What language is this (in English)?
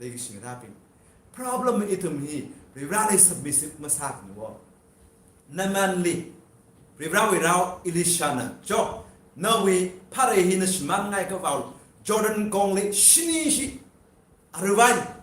Tangkhul Naga (India)